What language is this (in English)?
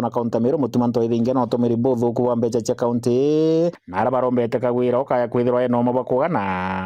Meru